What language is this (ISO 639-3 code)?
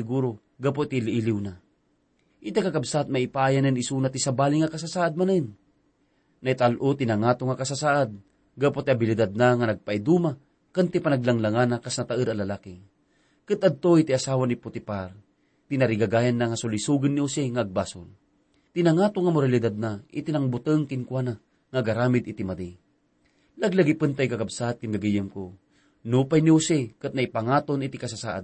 ilo